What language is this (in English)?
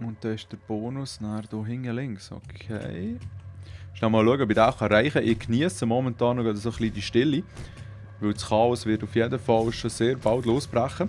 Swiss German